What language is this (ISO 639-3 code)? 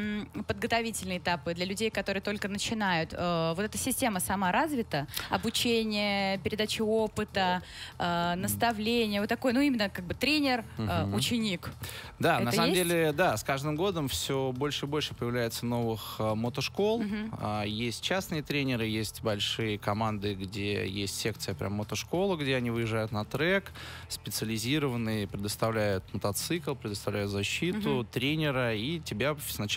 rus